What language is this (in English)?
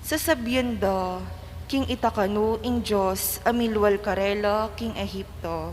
Pampanga